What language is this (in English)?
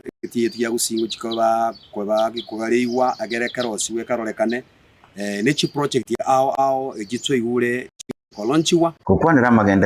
Gusii